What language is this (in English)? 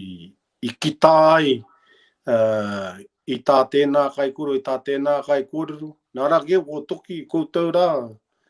Māori